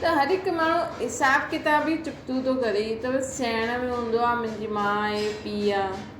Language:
Sindhi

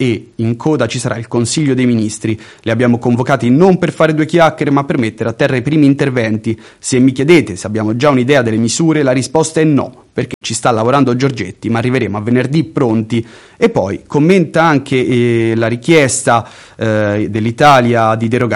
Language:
Italian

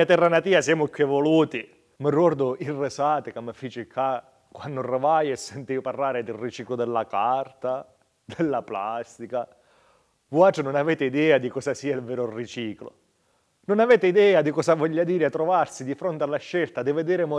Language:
Sicilian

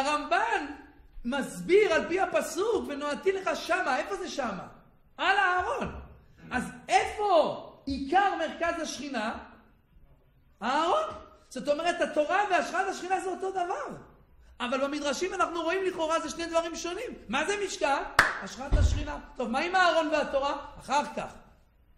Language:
Hebrew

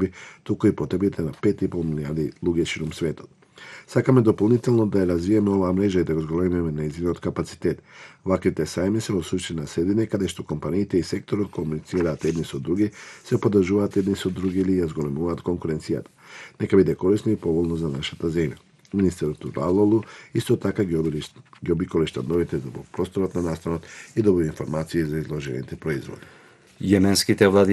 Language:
Macedonian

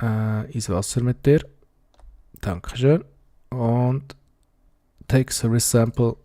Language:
Swiss German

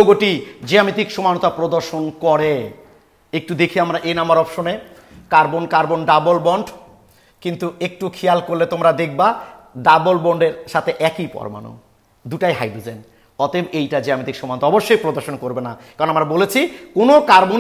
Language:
Bangla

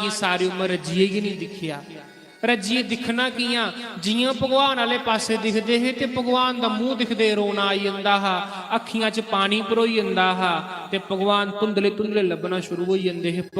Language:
Dogri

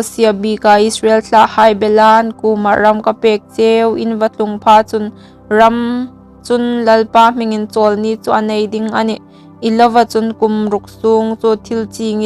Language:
Hmar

